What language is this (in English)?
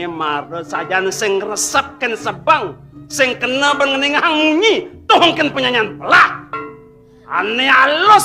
Balinese